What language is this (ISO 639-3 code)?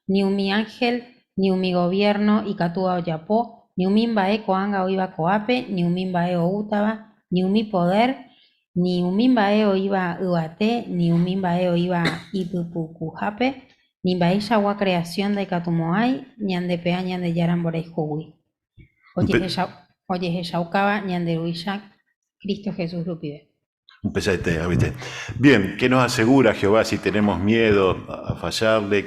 grn